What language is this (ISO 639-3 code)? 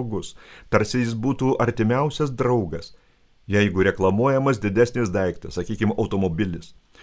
lit